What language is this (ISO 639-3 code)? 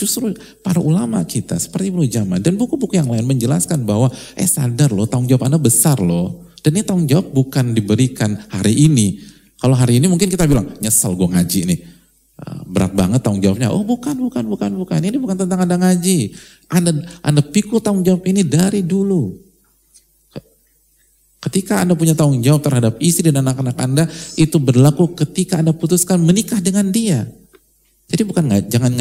ind